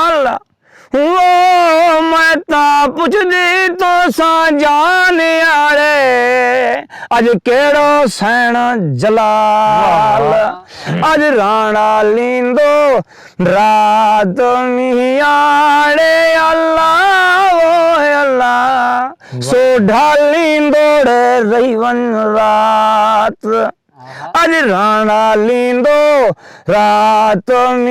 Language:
Saraiki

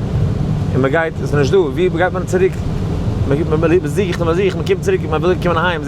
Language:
Yiddish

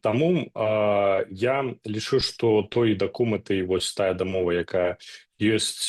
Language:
Belarusian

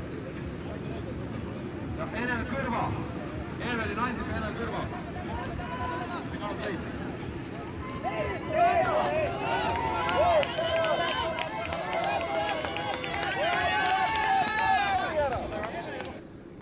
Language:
Estonian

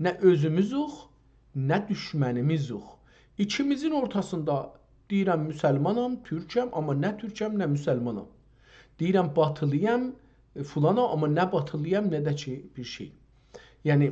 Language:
South Azerbaijani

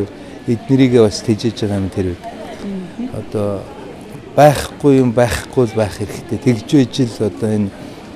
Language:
Mongolian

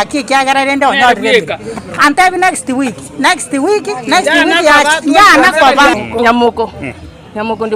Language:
Gusii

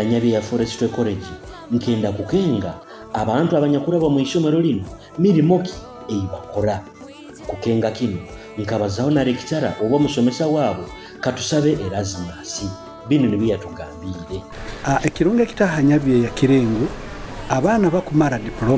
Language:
Nyoro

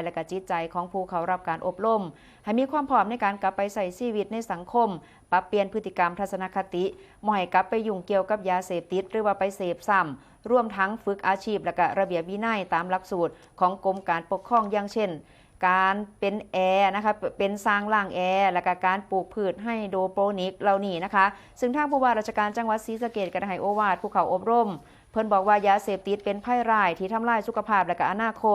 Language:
Northeastern Thai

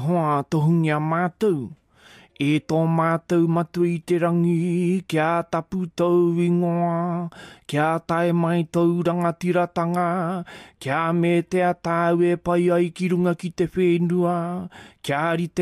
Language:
Māori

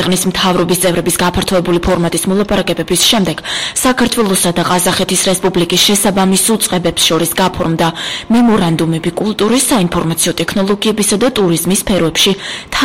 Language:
Georgian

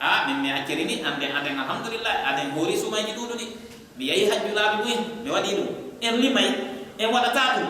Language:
Pular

